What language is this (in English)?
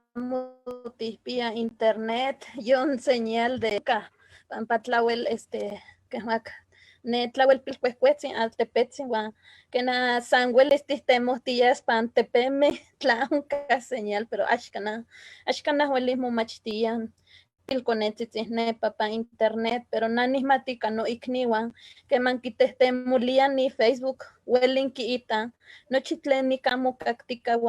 Eastern Huasteca Nahuatl